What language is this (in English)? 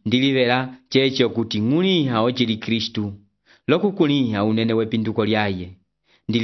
Umbundu